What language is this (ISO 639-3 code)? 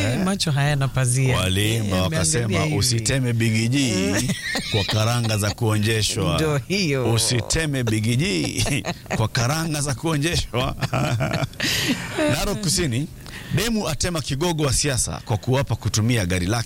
swa